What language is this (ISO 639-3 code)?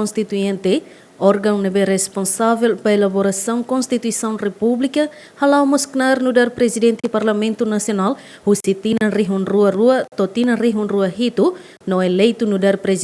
tet